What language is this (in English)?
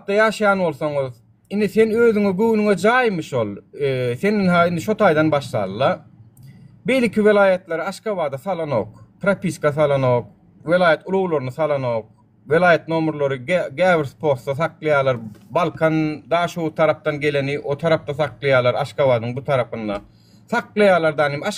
Turkmen